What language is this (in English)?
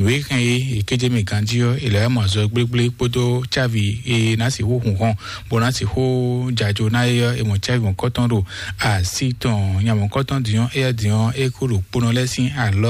Fon